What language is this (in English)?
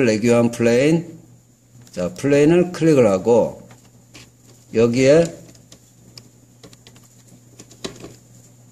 Korean